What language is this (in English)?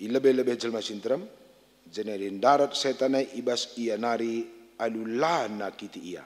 Batak Karo